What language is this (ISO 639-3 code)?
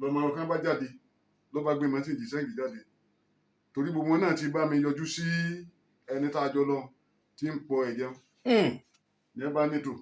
yor